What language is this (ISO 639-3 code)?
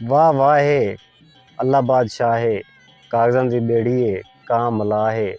skr